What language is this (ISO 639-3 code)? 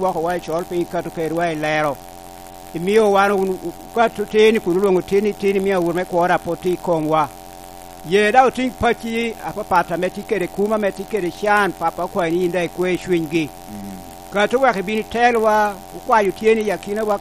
laj